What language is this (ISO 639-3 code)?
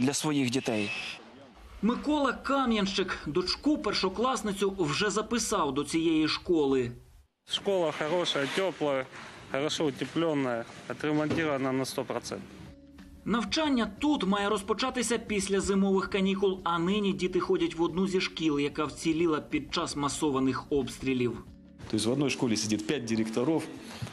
ukr